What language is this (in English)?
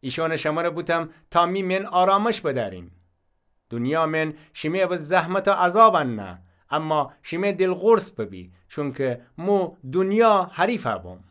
Gilaki